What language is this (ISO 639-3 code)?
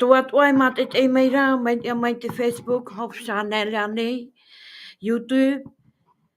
tah